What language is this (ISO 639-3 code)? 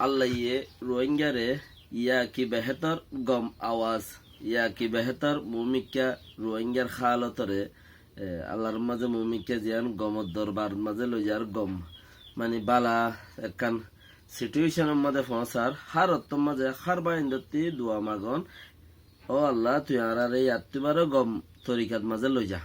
rhg